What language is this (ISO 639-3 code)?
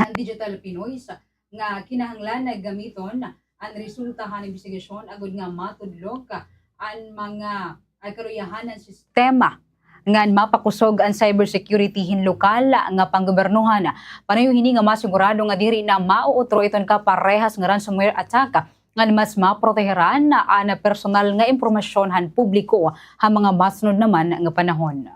war